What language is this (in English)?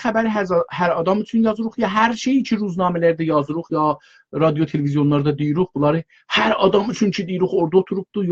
South Azerbaijani